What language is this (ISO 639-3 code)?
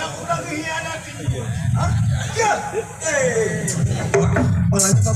bew